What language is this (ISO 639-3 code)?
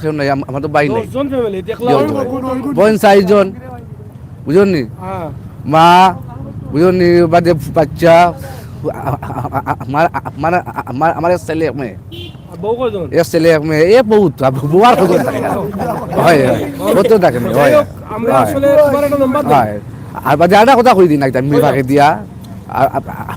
syl